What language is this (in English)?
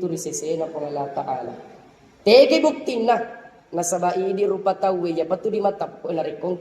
Buginese